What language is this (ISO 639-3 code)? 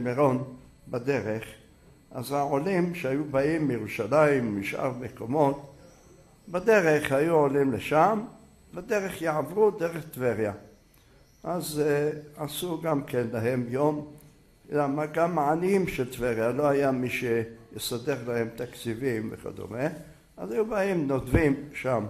heb